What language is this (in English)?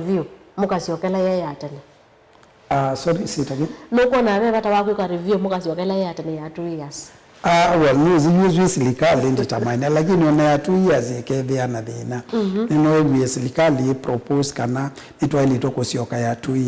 Kamba